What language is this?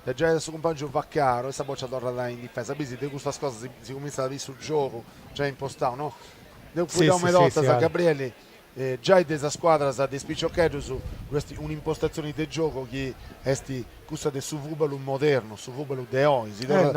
Sardinian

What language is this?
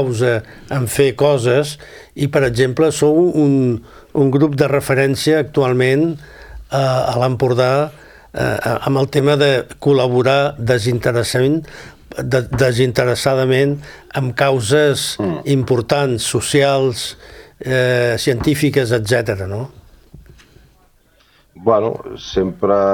Catalan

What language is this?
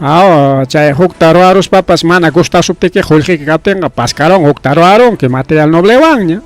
Ayacucho Quechua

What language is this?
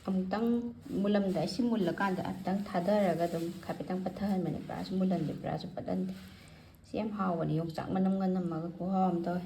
Manipuri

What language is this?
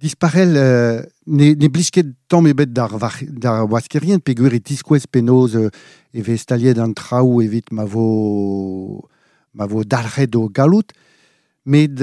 Breton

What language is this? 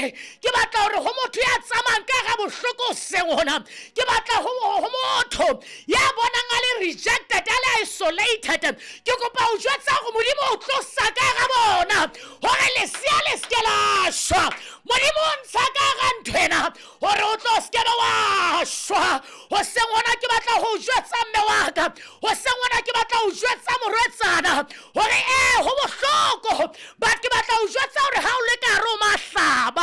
Southern Sotho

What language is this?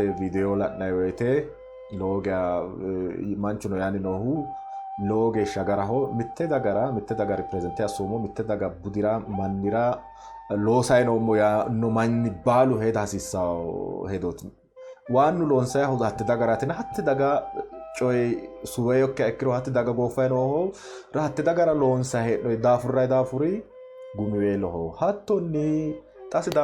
Sidamo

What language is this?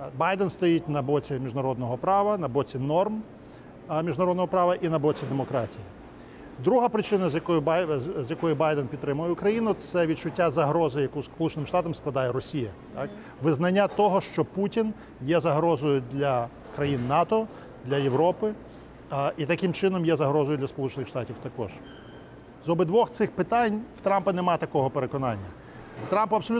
Ukrainian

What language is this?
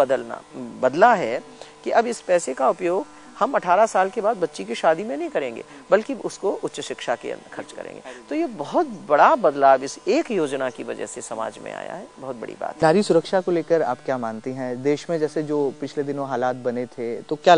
Hindi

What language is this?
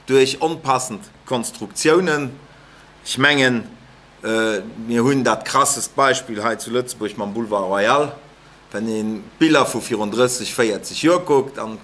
Luxembourgish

